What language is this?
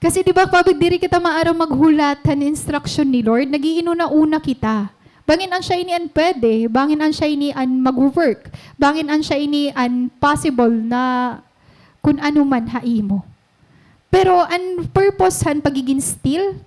Waray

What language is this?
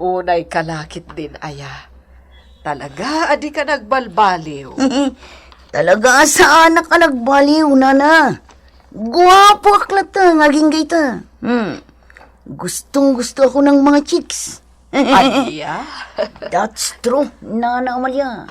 Iloko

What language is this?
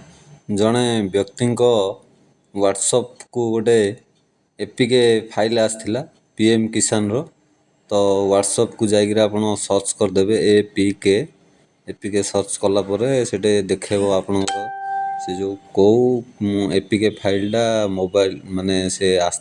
Odia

